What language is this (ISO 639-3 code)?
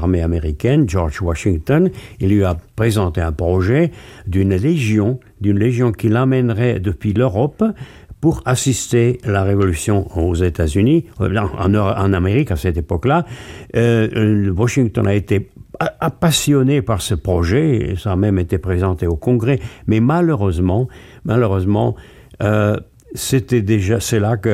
fra